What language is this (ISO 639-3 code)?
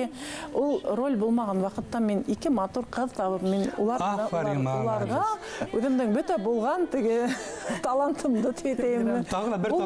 bak